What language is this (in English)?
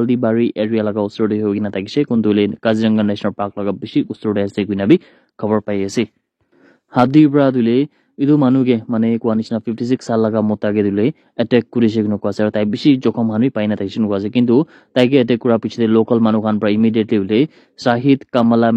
Naga Pidgin